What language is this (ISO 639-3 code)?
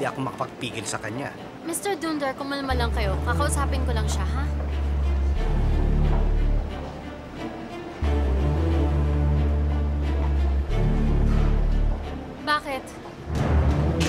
fil